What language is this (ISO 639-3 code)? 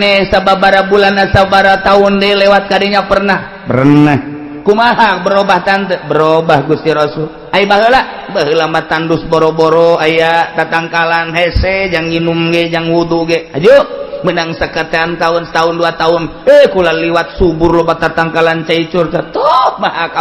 sun